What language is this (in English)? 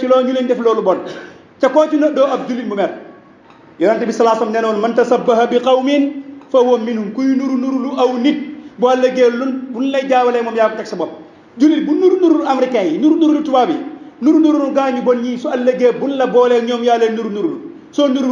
Wolof